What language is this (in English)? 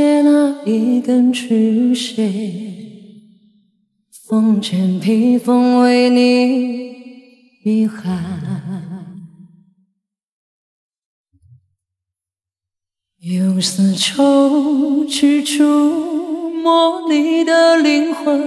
Chinese